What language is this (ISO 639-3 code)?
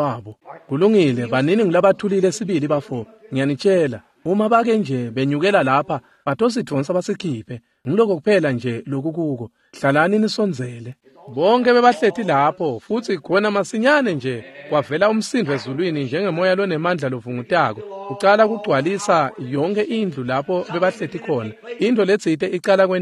ssw